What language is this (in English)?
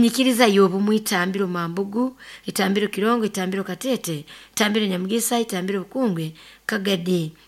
Nyoro